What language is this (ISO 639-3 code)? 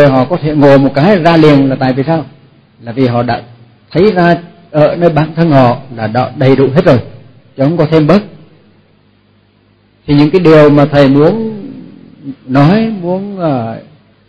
vie